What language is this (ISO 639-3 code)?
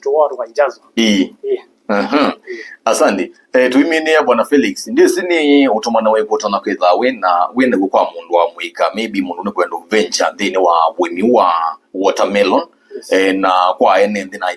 kam